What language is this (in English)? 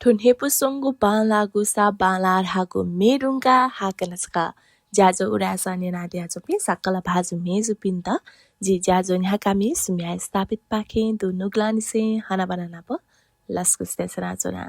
Newari